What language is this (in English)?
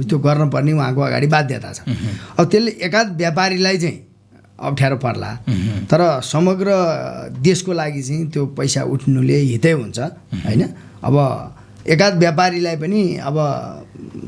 Nepali